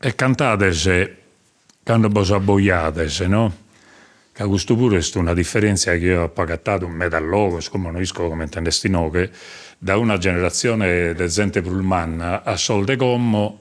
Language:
Sardinian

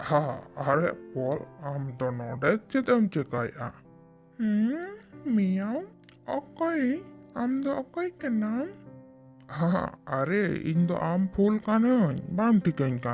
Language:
Santali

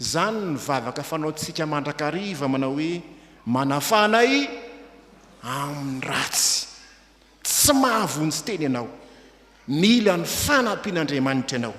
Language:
Malagasy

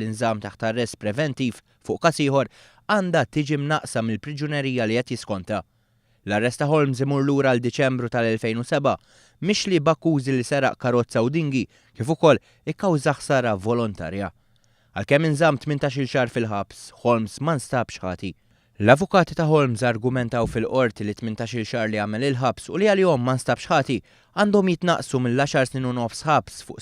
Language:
Maltese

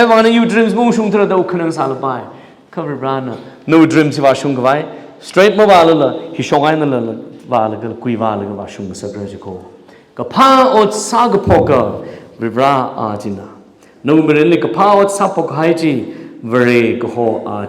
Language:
Tangkhul Naga (India)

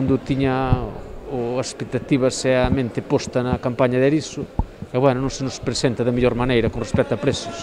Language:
Galician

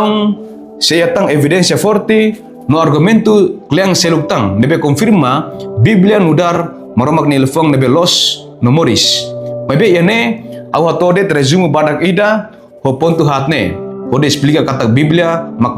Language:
Tetum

